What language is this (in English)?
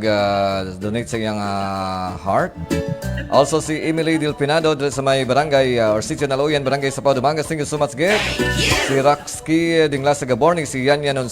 Hiligaynon